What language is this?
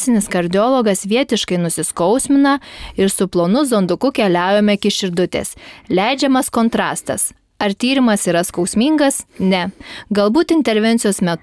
Lithuanian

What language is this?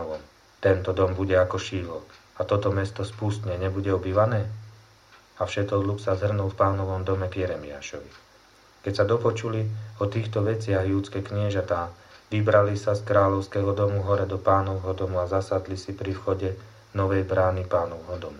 Slovak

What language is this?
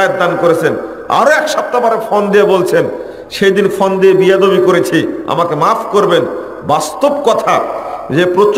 Bangla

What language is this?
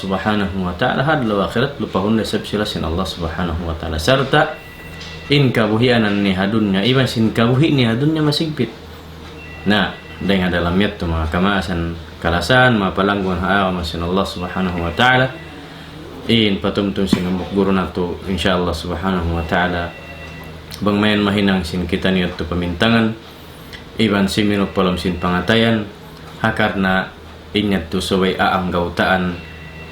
Tausug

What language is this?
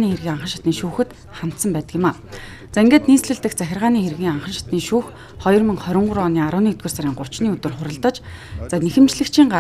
Mongolian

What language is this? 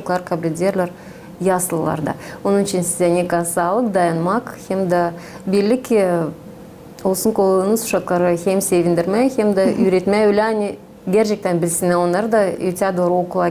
Gagauz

